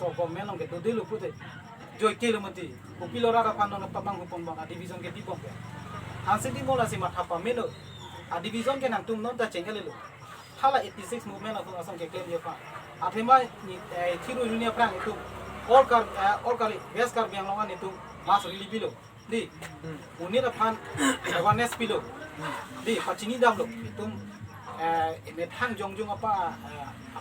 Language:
Karbi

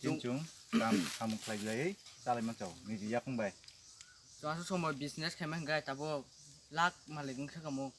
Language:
Kok Borok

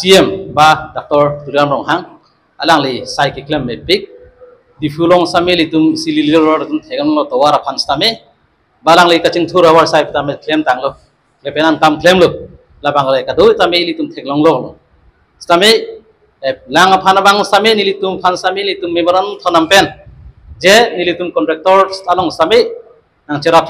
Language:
Karbi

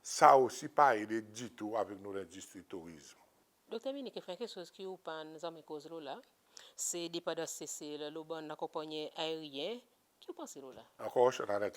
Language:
Seselwa Creole French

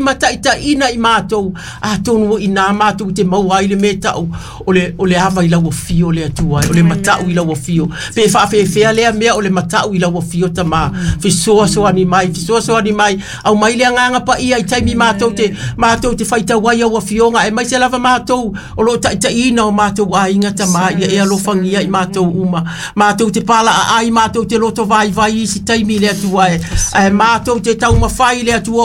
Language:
Samoan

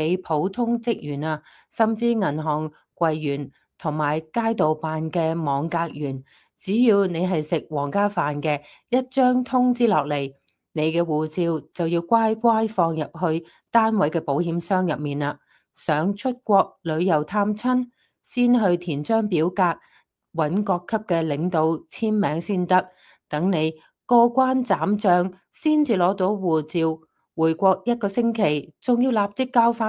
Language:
Cantonese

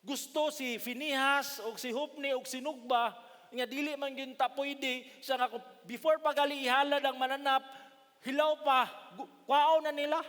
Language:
Cebuano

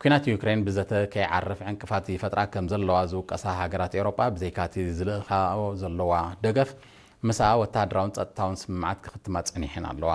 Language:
Tigrinya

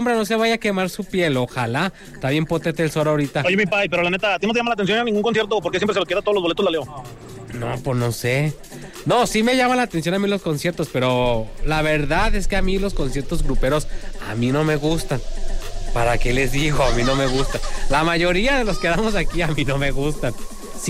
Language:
Spanish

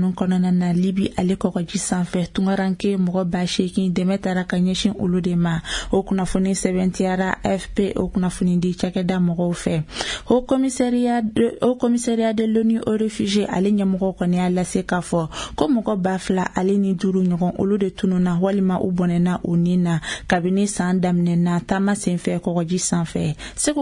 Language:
Bambara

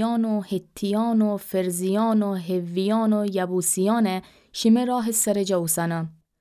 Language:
Gilaki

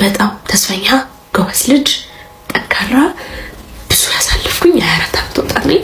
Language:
Amharic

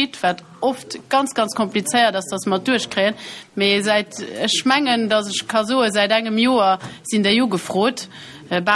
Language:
Luxembourgish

